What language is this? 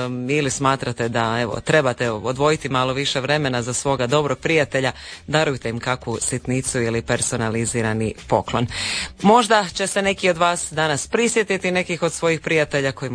Croatian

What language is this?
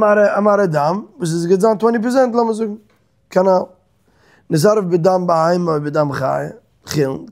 Yiddish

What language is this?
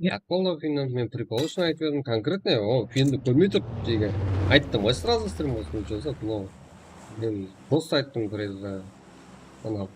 Kara-Kalpak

